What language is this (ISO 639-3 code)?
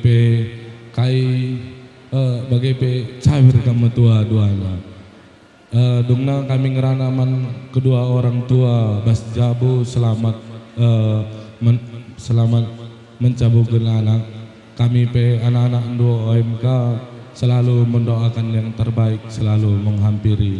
btx